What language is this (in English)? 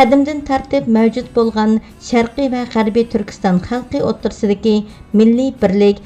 Uyghur